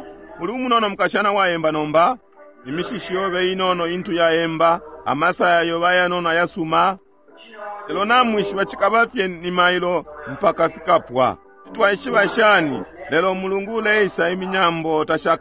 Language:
Bemba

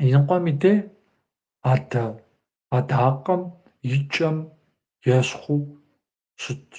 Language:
Kabardian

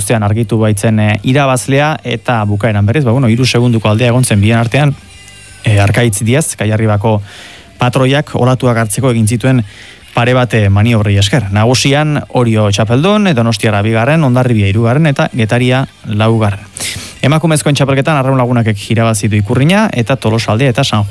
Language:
Basque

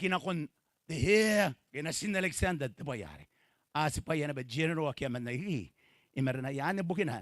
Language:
Gilbertese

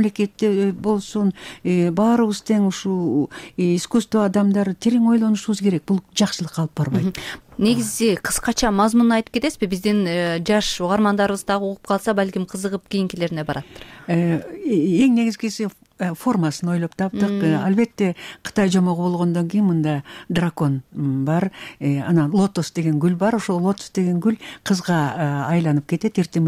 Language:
Kyrgyz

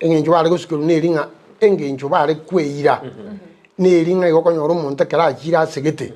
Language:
Gusii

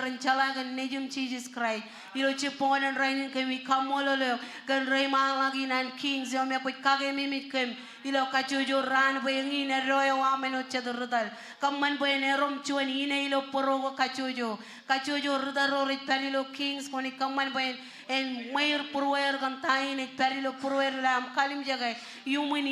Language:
Marshallese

